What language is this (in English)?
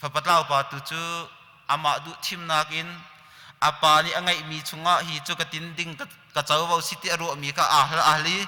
Hakha Chin